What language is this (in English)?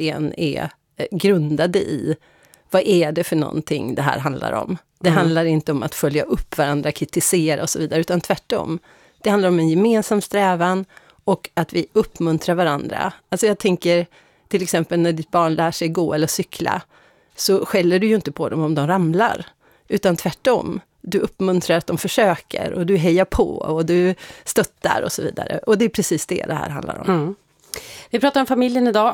Swedish